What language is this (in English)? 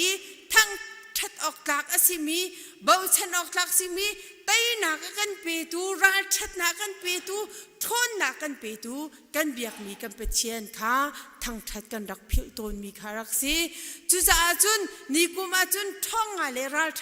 Hakha Chin